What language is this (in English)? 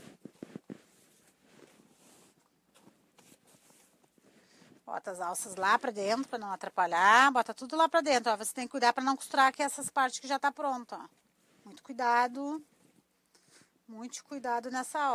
Portuguese